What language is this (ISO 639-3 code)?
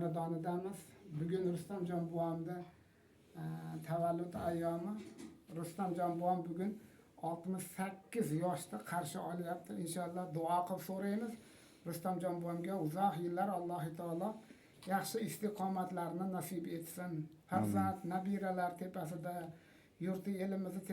uzb